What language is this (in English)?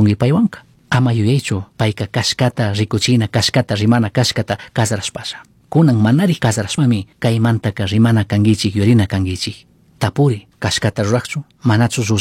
Chimborazo Highland Quichua